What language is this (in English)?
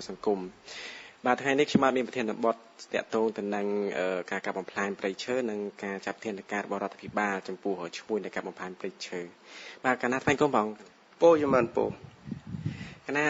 Khmer